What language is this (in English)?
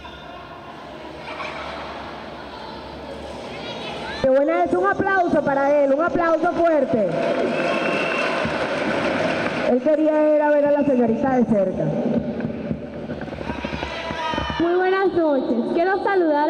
Spanish